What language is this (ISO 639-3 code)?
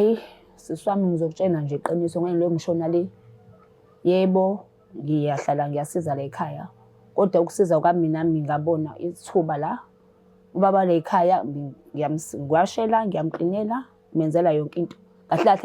zul